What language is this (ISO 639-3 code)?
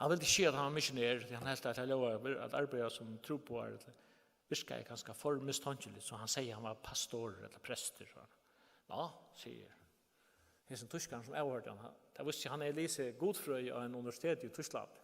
fao